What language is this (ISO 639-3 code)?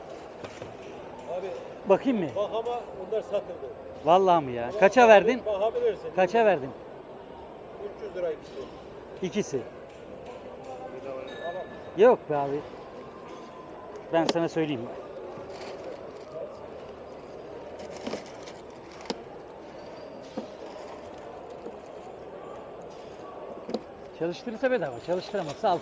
tur